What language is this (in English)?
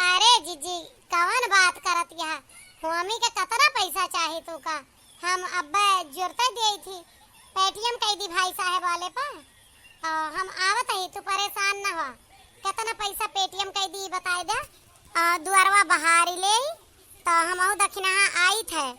Awadhi